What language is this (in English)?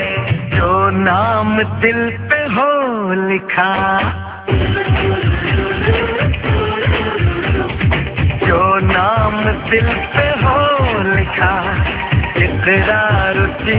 Bangla